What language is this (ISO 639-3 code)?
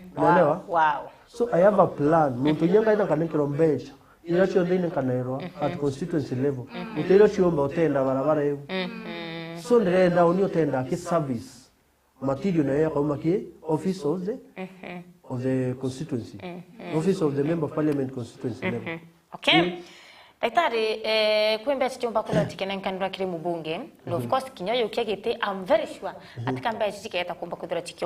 mer